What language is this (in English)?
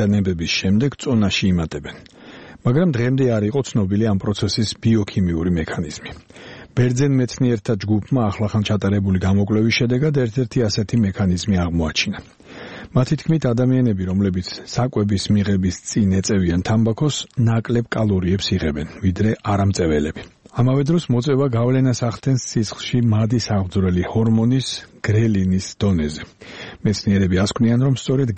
Georgian